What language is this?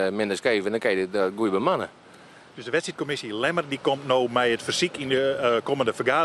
Western Frisian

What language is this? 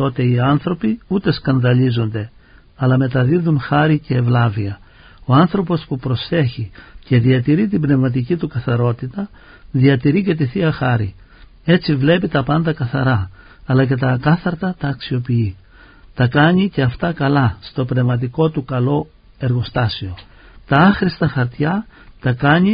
Greek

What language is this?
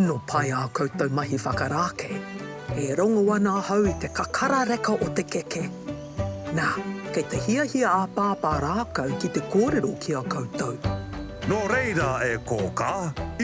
Māori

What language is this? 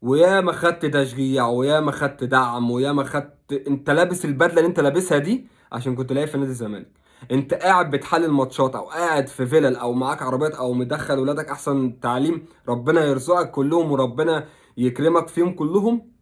Egyptian Arabic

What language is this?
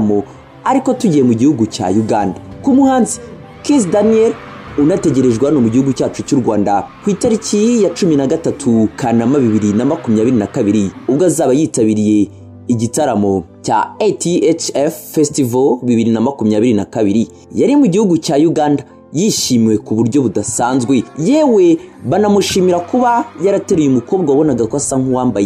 Kinyarwanda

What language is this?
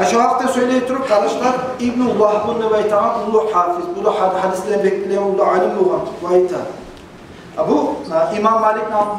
Kumyk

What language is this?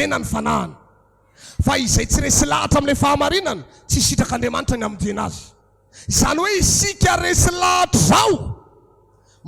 Malagasy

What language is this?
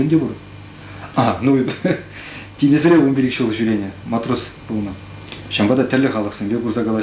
Chuvash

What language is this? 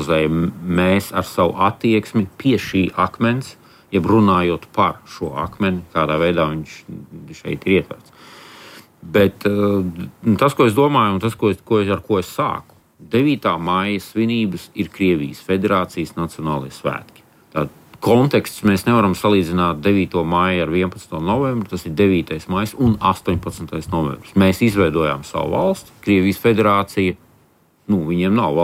Latvian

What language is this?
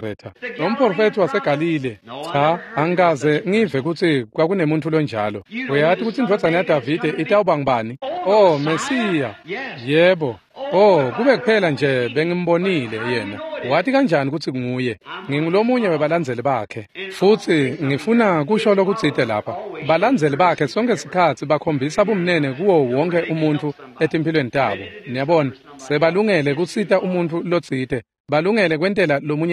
Swati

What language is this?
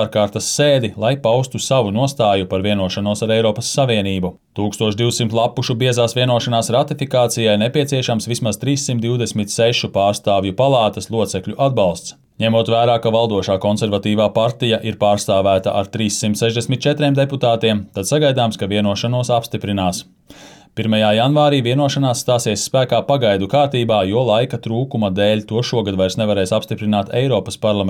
Latvian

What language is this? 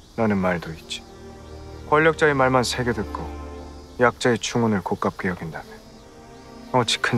Korean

